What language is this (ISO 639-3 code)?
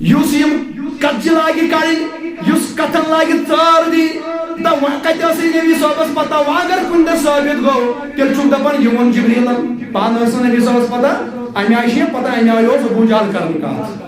kas